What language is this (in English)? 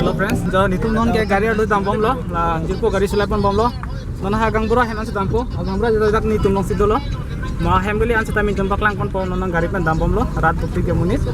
Karbi